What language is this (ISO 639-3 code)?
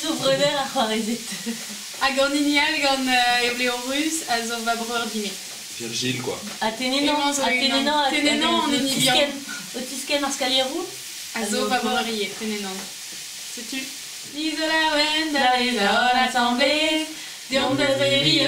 bre